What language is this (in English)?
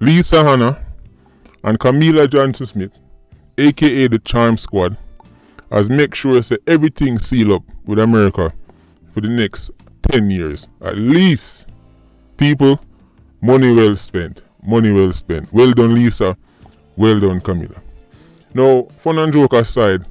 Jamaican Creole English